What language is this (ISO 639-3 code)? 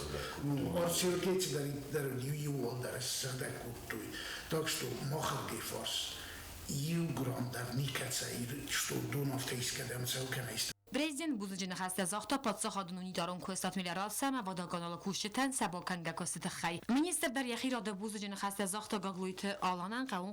oss